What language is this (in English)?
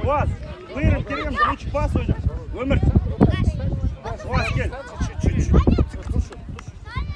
Kazakh